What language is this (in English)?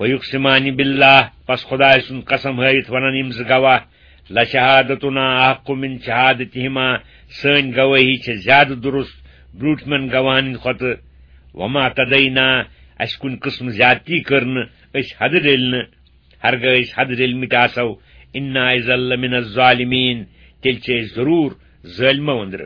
Kashmiri